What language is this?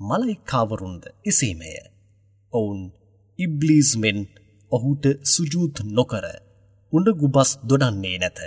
Sinhala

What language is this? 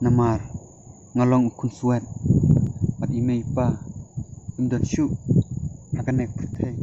Khasi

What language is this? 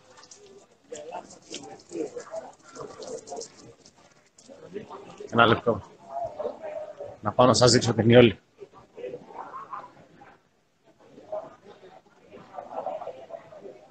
Greek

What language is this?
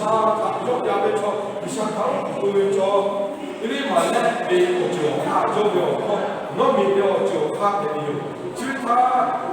Lahu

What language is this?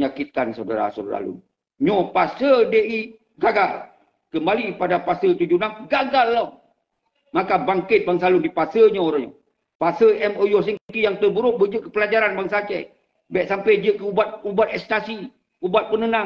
Achinese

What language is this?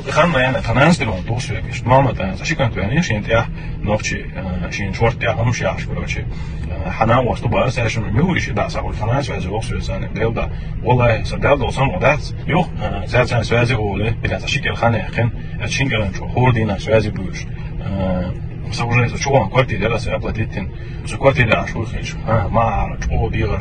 Chechen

